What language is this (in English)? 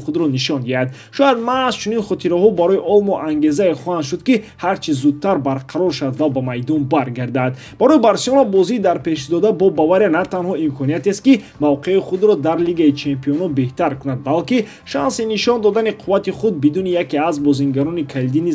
Tajik